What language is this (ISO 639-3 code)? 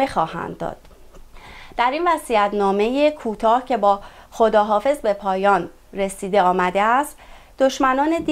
fas